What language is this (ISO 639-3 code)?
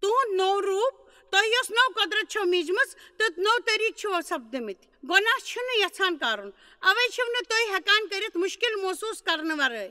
kas